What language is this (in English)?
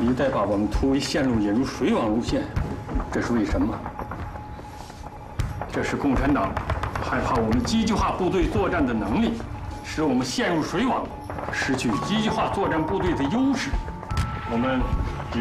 Chinese